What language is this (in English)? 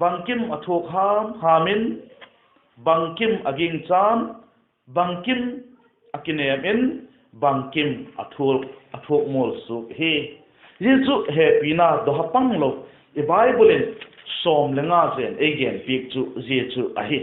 Vaiphei